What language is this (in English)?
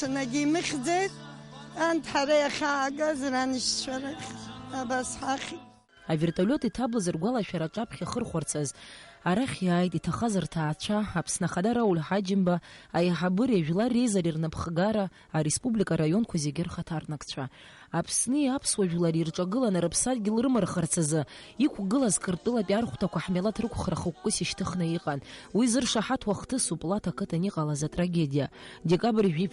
Abkhazian